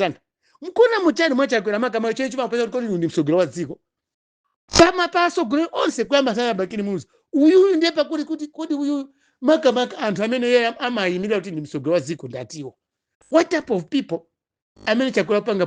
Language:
Nyanja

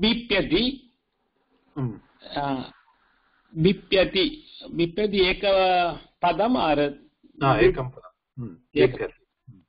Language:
Sanskrit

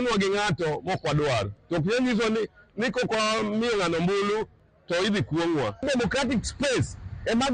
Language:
Luo (Kenya and Tanzania)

